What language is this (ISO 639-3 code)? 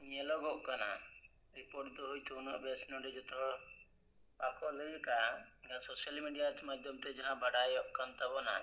sat